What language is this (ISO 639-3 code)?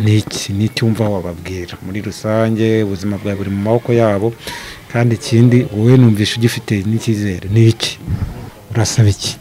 kin